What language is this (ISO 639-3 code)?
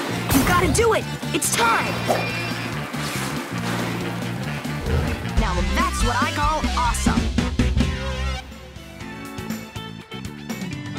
eng